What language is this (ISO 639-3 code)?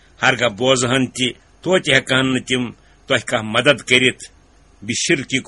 kas